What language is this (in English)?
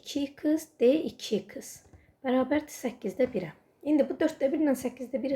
Azerbaijani